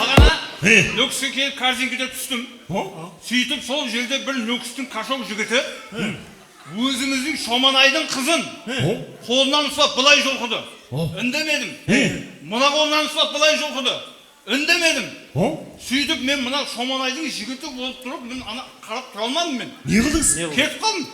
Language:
Kara-Kalpak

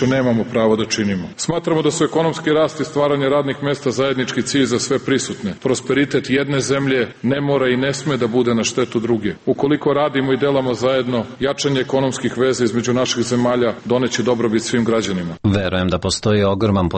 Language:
Serbian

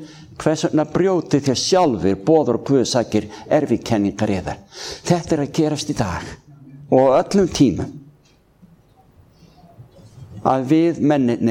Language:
Icelandic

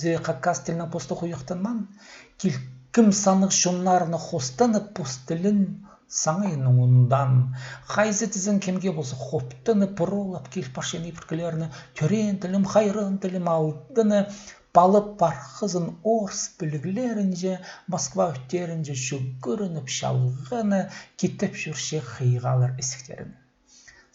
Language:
Khakas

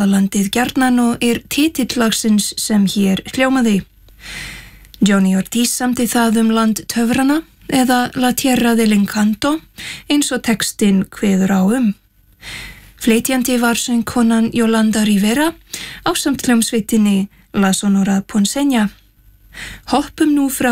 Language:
Icelandic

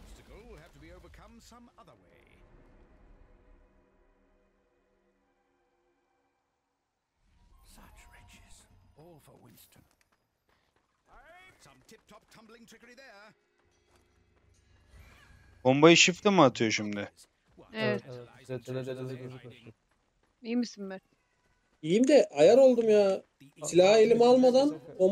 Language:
Turkish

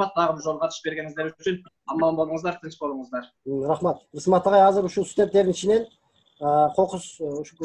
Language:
Kyrgyz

